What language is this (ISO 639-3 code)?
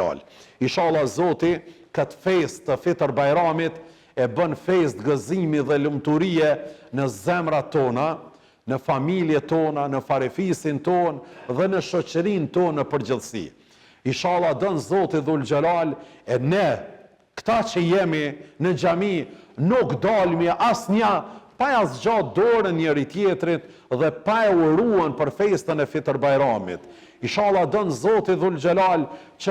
sqi